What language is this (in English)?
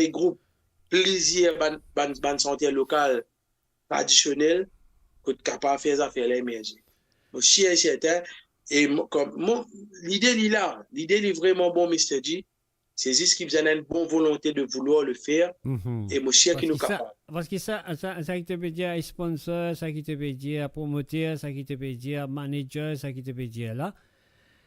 Morisyen